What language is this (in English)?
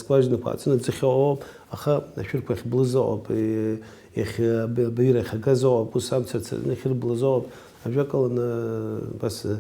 Abkhazian